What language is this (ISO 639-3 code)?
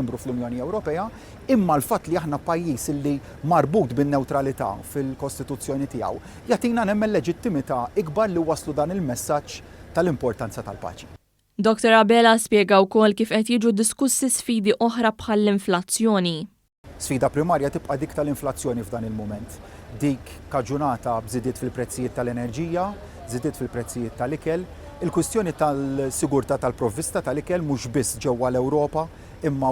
mlt